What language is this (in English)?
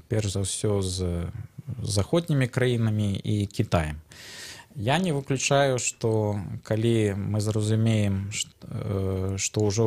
Belarusian